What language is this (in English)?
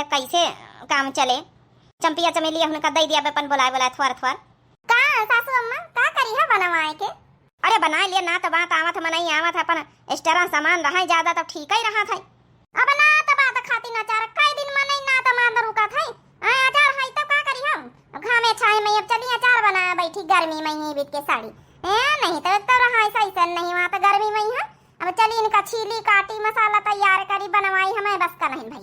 Awadhi